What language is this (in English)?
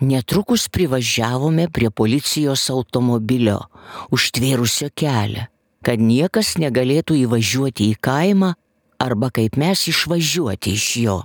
Lithuanian